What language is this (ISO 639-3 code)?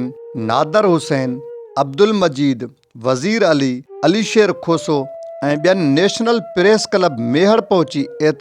snd